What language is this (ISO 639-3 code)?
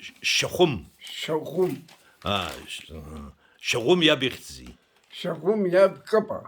abk